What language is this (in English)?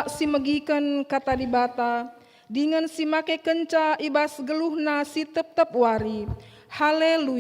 Batak Karo